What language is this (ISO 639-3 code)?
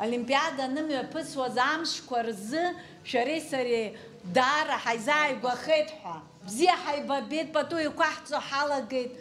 abk